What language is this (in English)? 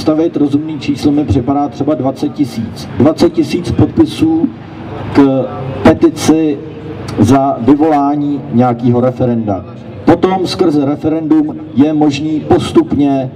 Czech